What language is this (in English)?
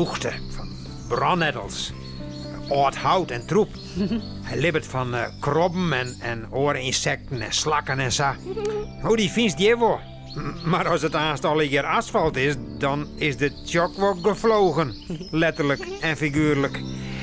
Western Frisian